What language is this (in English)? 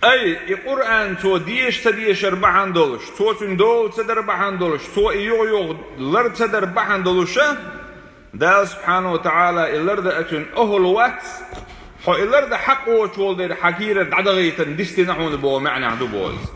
Chechen